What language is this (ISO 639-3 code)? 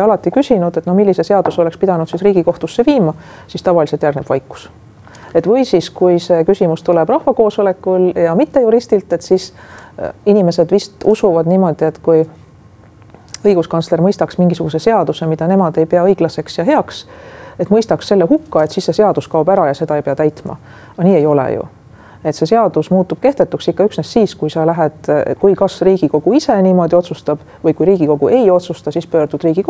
est